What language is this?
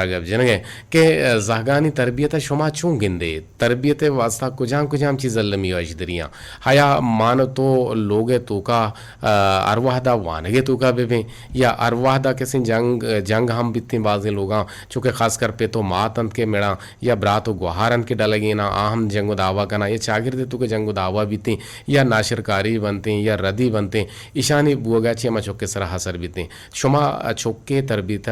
Eastern Balochi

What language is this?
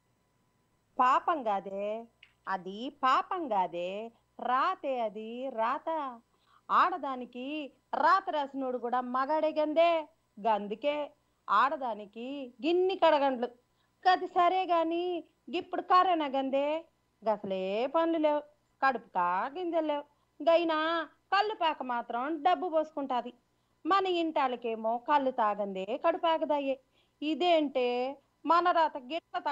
Telugu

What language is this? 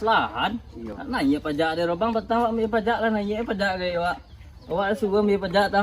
Minangkabau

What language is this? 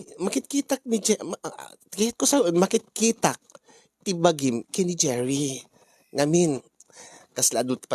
Iloko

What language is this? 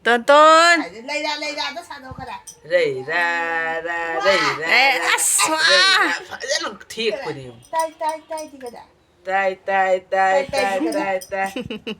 Manipuri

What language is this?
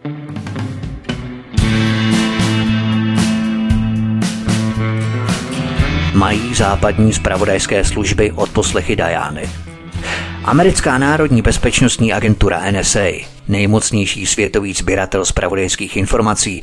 Czech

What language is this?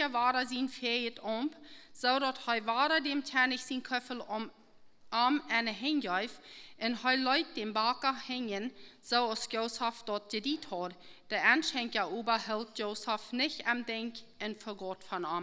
Plautdietsch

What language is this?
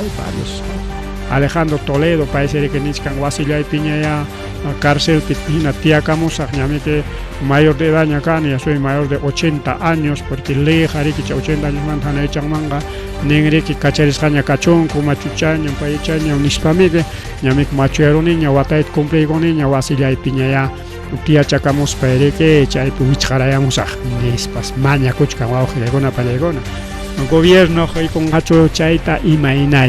Ayacucho Quechua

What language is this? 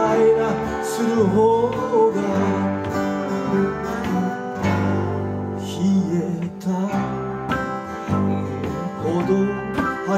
Japanese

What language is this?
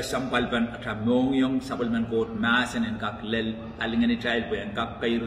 Pohnpeian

